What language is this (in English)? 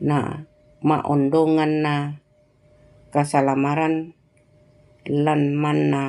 Toraja-Sa'dan